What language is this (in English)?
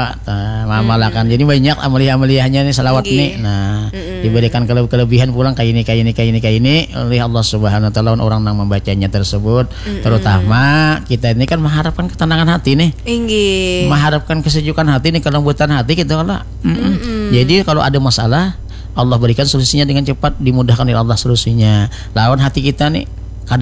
Banjar